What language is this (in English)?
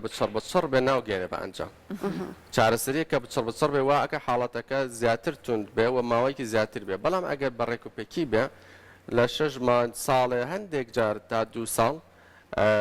Central Kurdish